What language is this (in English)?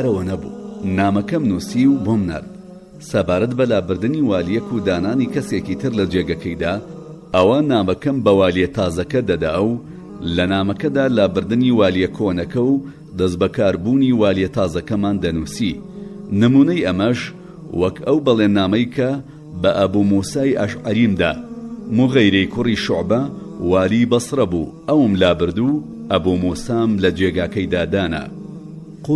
Central Kurdish